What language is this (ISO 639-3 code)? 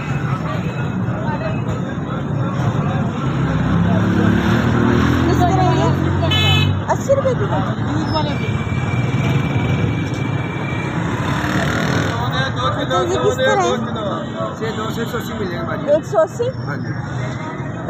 hin